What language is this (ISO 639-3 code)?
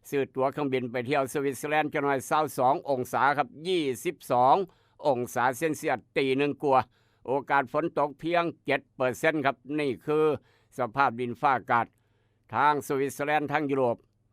tts